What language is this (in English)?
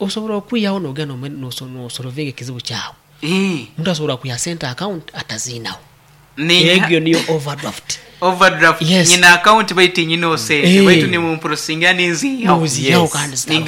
Nyankole